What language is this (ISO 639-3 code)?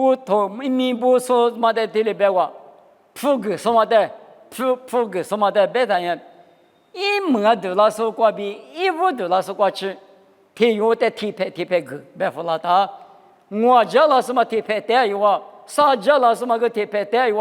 lis